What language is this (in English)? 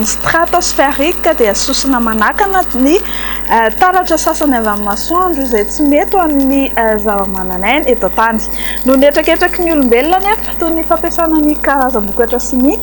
Malagasy